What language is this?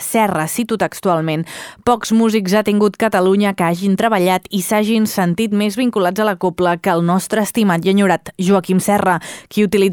Catalan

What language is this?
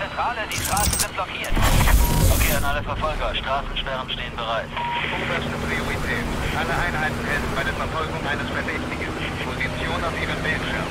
Swiss German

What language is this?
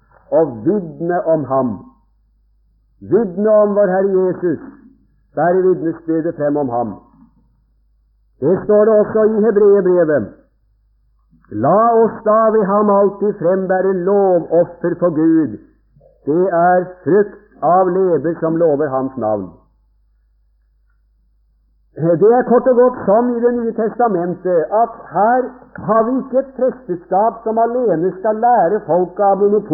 Norwegian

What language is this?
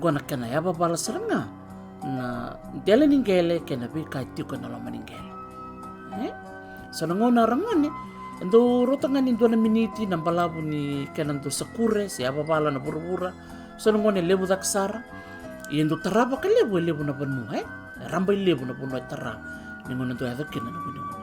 Fijian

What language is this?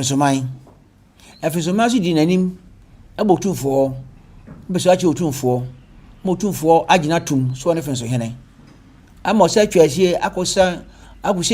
Akan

